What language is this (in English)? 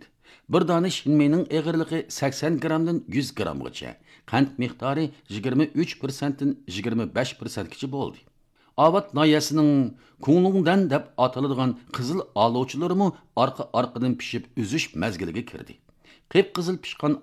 Uyghur